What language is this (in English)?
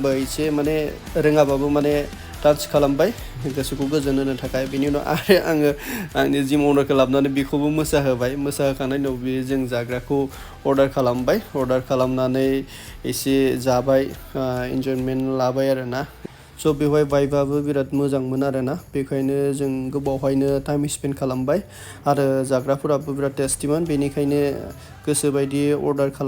Bodo